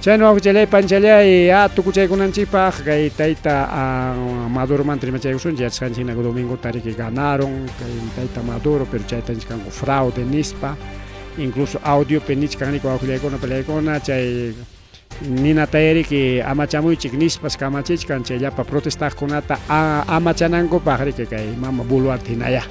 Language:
Ayacucho Quechua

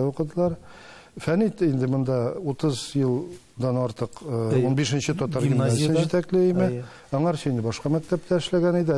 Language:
Tatar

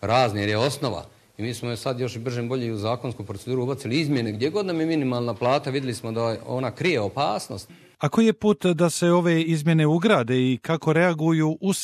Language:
Croatian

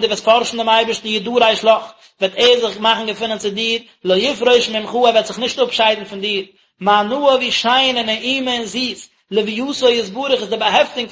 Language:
Yiddish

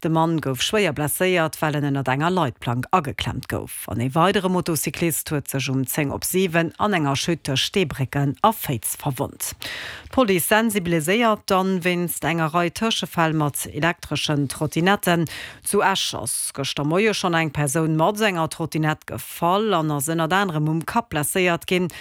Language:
Luxembourgish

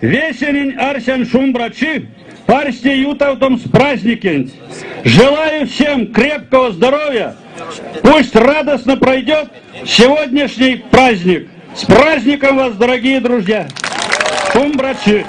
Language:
Erzya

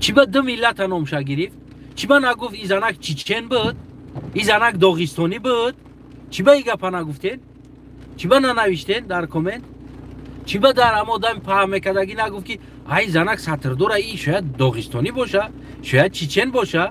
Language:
Tajik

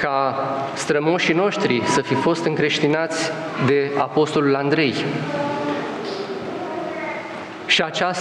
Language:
Romanian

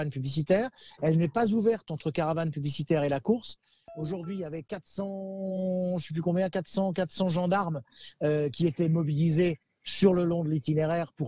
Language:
French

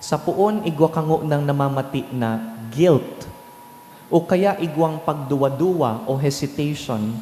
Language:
Bikol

